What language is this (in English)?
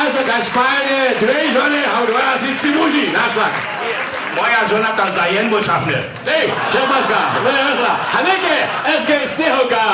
Upper Sorbian